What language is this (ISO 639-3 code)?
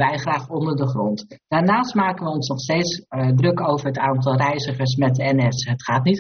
nld